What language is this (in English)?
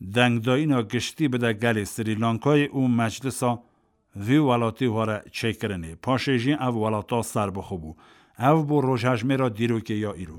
Kurdish